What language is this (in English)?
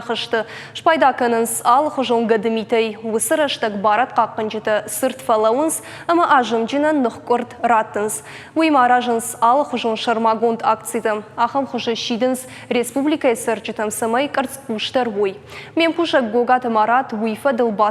Ossetic